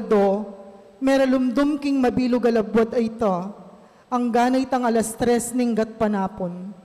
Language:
Pampanga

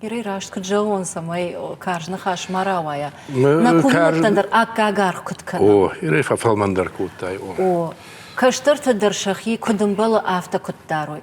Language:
Ossetic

